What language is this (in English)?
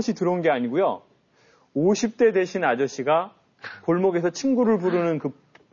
Korean